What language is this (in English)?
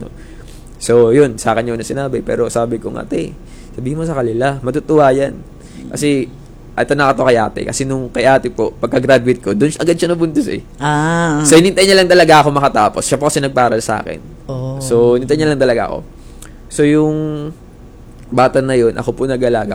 Filipino